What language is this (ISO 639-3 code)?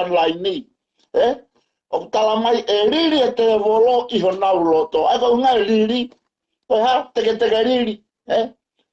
ton